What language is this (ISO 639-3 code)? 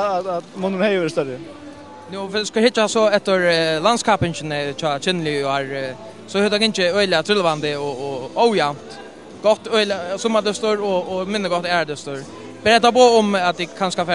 fao